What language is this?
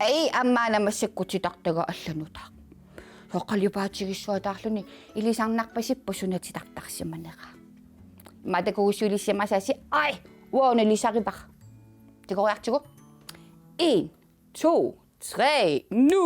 Kalaallisut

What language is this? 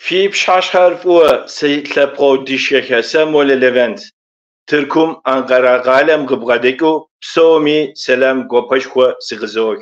Kabardian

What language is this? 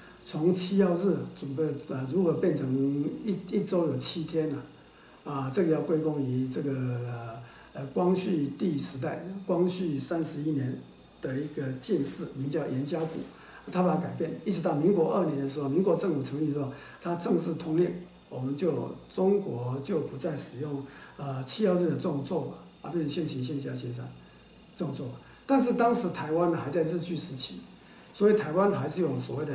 Chinese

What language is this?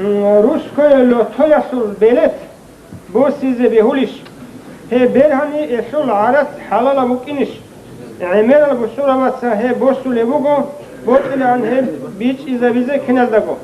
Avaric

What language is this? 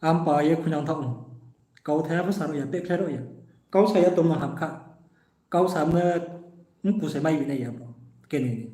Riang (India)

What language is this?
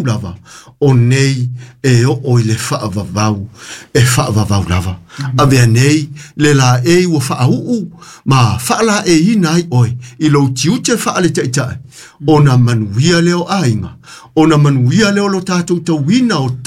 Samoan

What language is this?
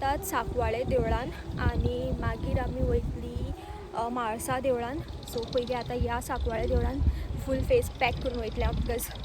Konkani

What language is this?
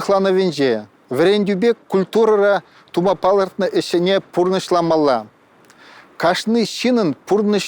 Chuvash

